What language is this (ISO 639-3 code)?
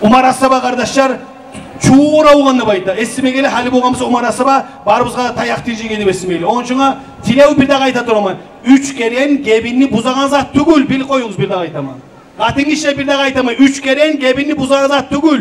kum